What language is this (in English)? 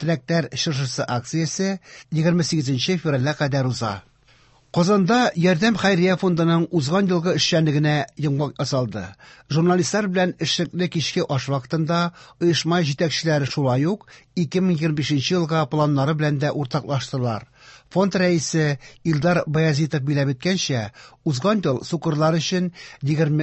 Tatar